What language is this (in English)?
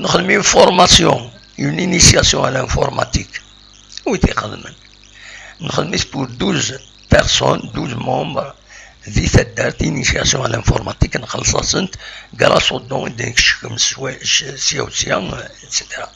Kabyle